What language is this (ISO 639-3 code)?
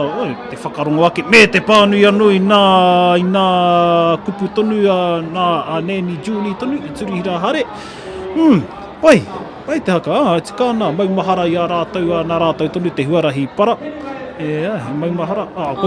mri